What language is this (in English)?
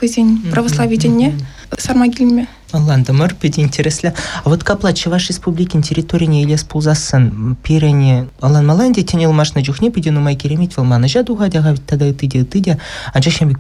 Chuvash